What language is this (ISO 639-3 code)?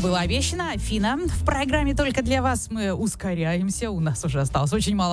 rus